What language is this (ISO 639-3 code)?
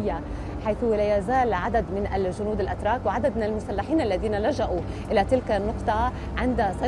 ara